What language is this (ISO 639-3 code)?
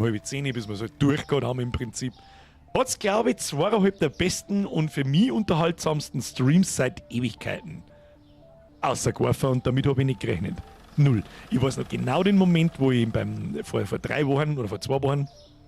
bar